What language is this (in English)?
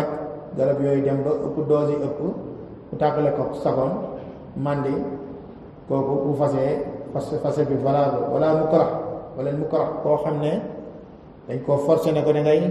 Wolof